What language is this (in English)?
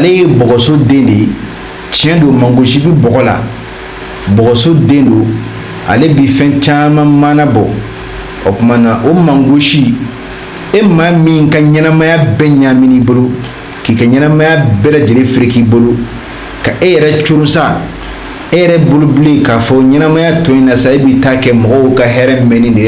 Bambara